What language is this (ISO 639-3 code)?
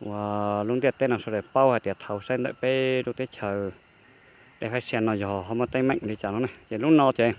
hmn